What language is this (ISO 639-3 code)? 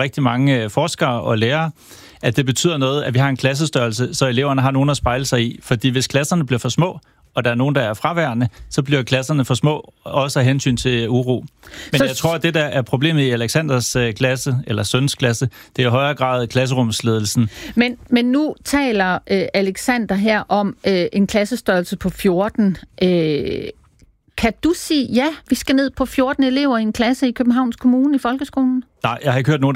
dan